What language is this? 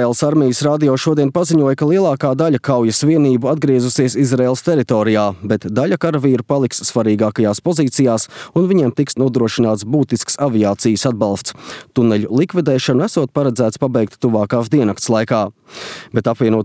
Latvian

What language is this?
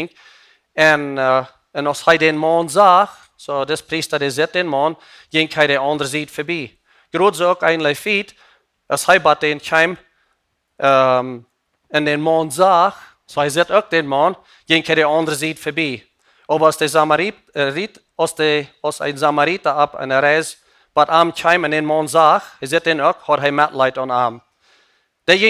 Plautdietsch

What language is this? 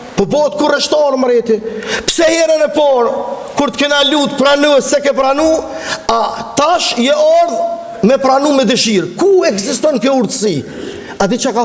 Albanian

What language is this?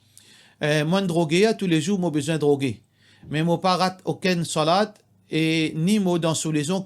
Morisyen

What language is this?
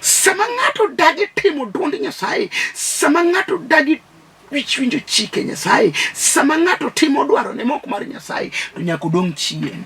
Luo (Kenya and Tanzania)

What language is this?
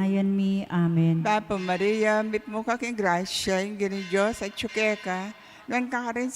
Pampanga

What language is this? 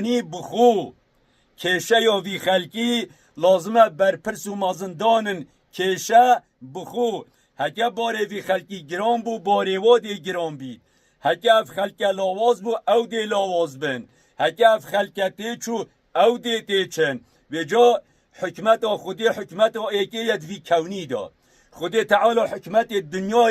Kurdish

